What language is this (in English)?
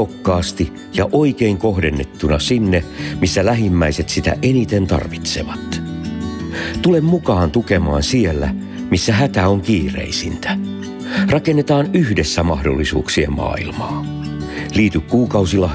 Finnish